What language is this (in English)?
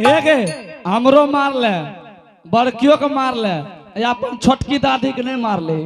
Angika